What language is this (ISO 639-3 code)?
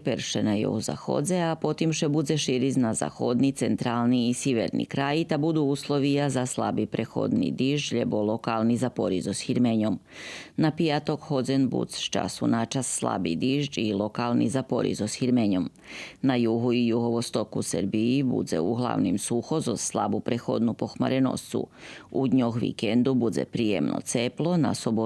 rue